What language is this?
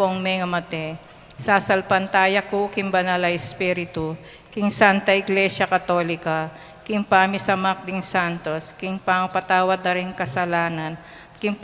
Pampanga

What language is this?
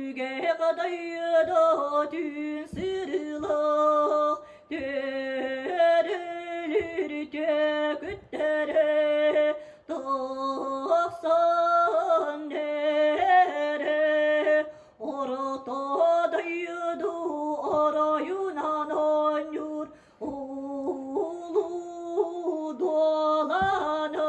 Yakut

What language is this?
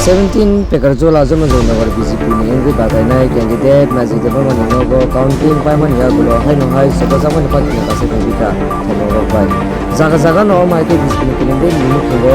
Kok Borok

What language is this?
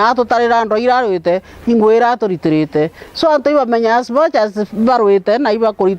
Meru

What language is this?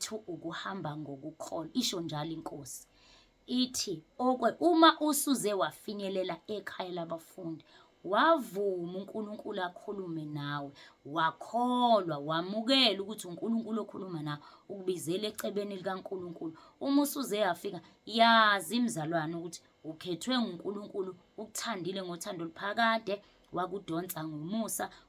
Zulu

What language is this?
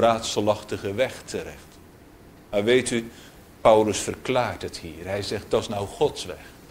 Dutch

